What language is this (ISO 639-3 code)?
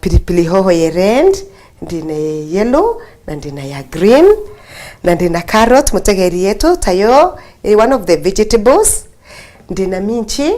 mer